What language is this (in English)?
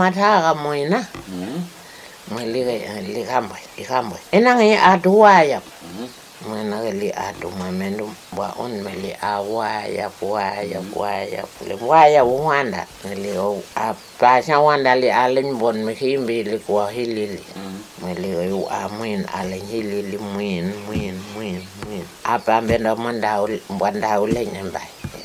Vietnamese